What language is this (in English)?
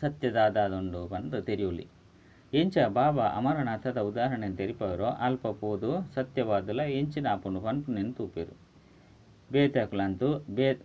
Tulu